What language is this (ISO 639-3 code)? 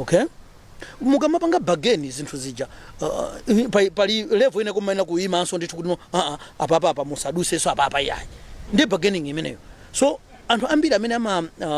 nya